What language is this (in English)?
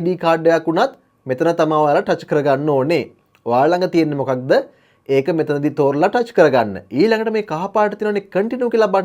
Sinhala